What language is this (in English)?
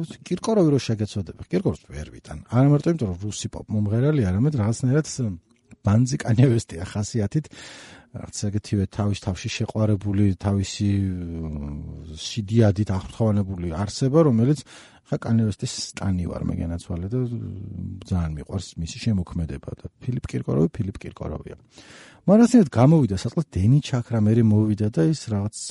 Georgian